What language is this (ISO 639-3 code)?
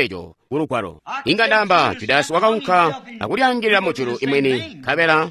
toi